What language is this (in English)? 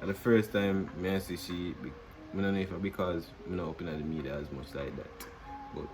Jamaican Creole English